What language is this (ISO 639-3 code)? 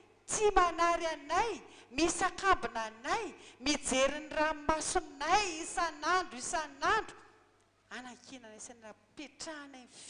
mlg